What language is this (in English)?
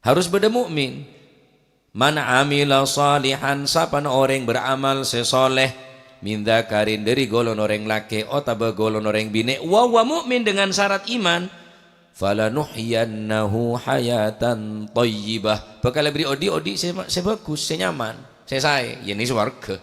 Madurese